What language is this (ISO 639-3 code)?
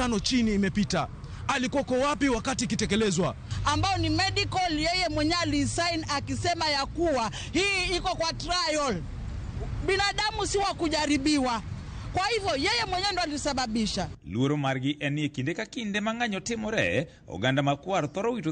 luo